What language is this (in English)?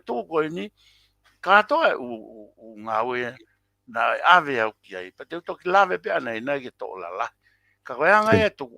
Tongan